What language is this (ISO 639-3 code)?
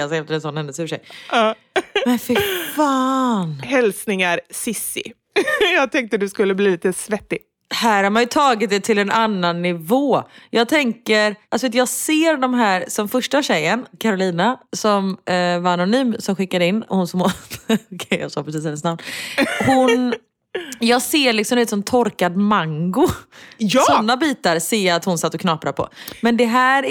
swe